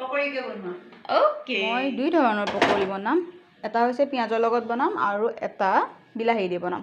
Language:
Assamese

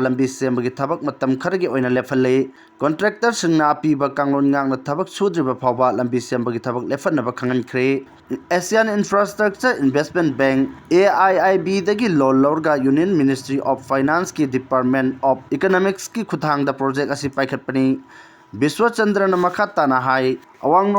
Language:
Manipuri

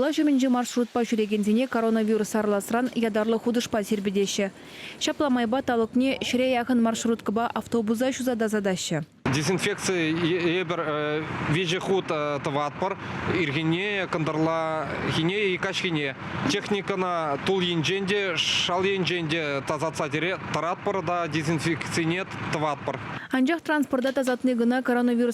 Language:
Chuvash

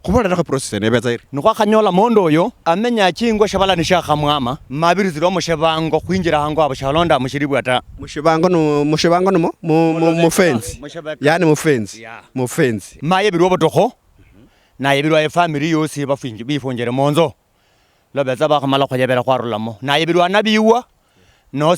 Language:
Luyia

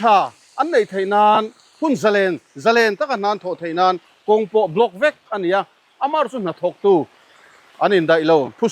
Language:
Mizo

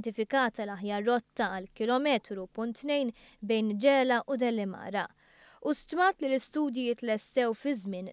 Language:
Maltese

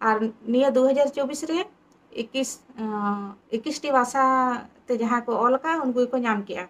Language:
Santali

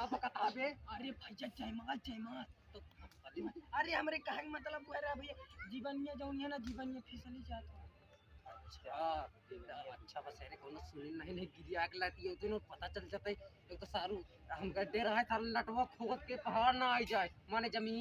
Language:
Awadhi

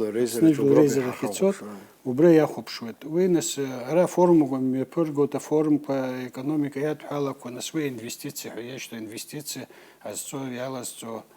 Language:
Abkhazian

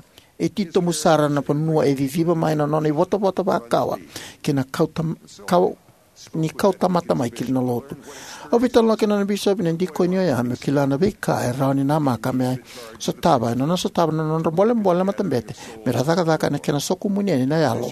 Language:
Fijian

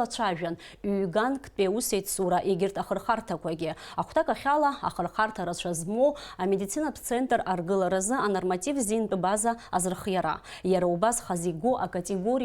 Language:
Abkhazian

